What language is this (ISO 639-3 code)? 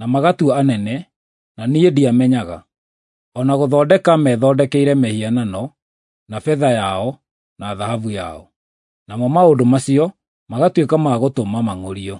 kik